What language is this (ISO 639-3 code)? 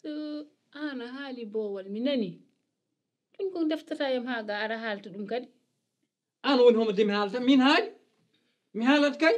ful